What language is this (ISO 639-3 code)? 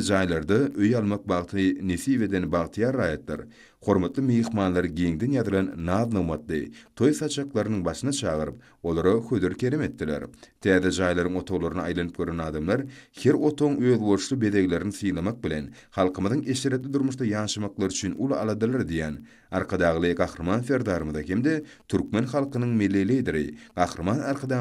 tuk